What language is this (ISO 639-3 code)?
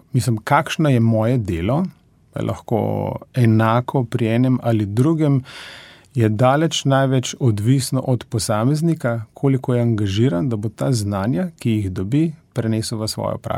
slv